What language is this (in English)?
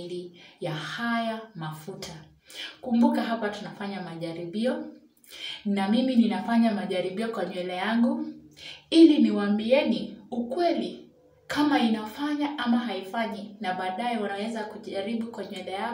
Swahili